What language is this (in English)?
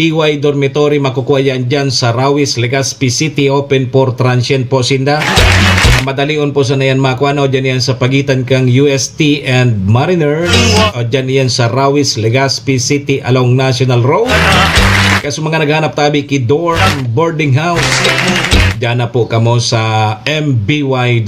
Bikol